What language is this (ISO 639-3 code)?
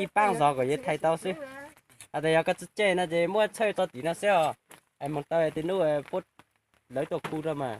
hmn